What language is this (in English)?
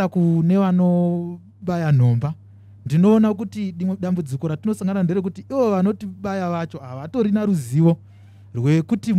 Shona